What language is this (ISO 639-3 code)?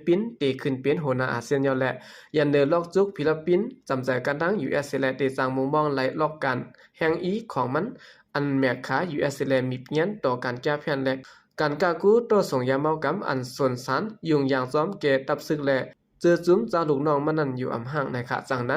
shn